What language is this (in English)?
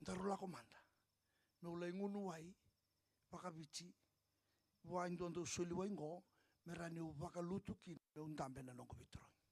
Fijian